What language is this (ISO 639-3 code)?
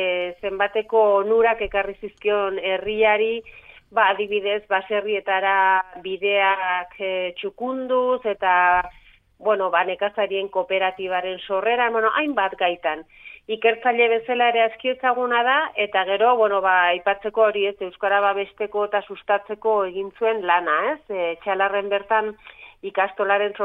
eus